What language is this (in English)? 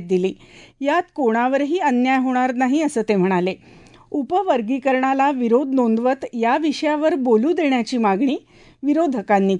Marathi